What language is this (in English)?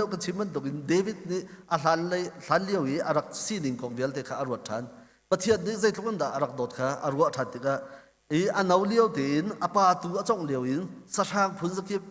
Hakha Chin